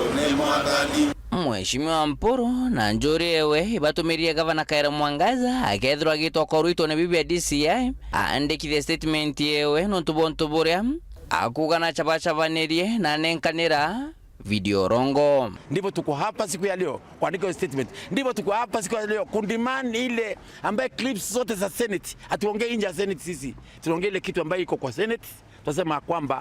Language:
Meru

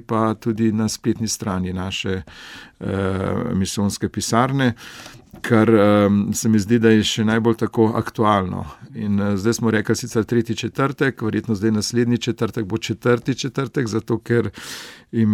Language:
Slovenian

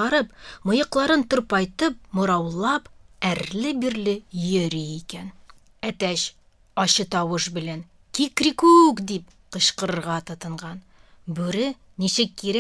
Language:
Tatar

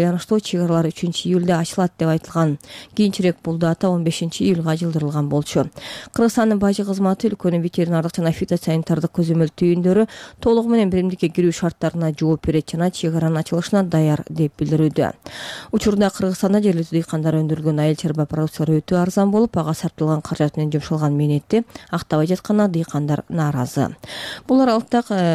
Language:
Kyrgyz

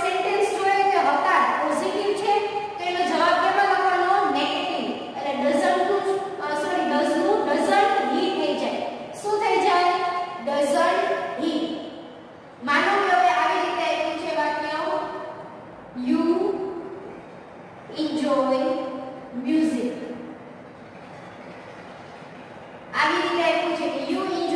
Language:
Gujarati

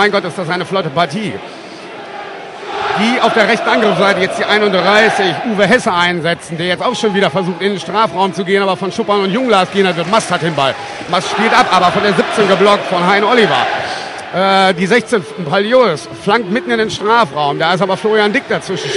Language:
German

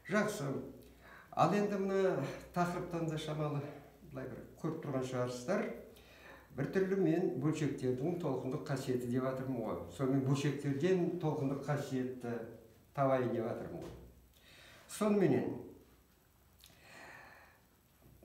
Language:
Kazakh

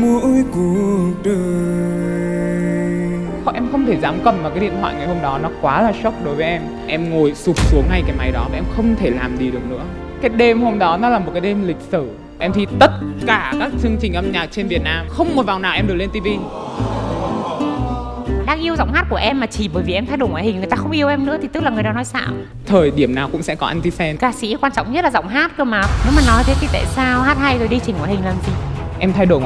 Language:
Vietnamese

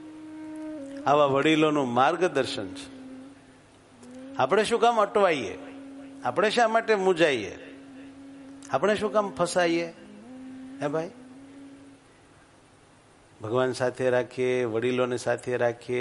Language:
Gujarati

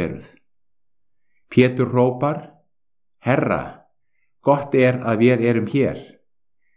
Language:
Icelandic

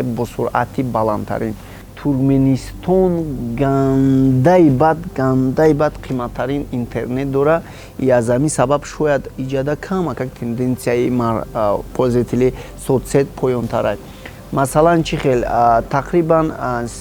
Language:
Tajik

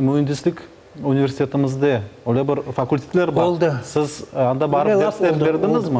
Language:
Crimean Tatar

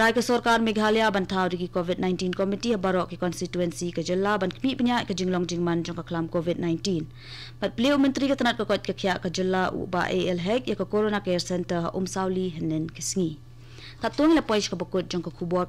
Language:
Khasi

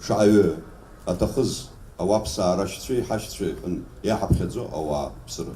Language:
Abkhazian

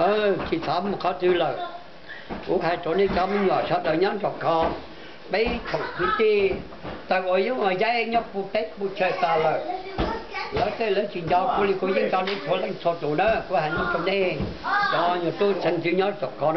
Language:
Hmong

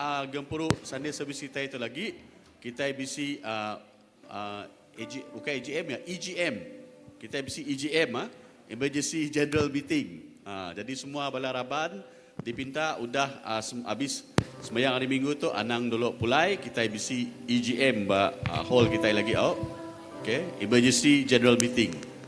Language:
Iban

